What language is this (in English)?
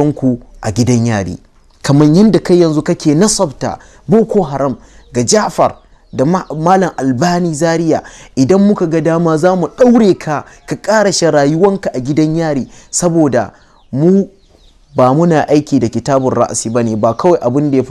Hausa